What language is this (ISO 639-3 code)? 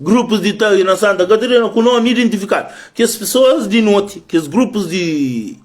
kea